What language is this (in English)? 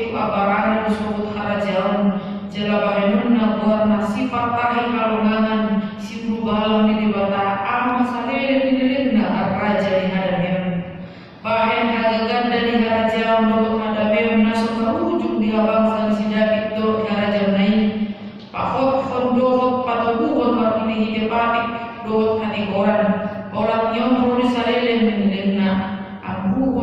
Batak Toba